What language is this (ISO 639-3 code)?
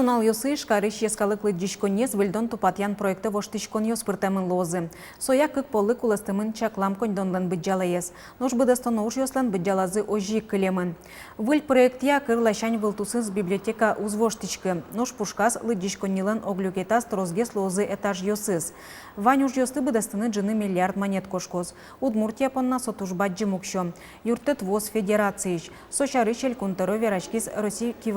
udm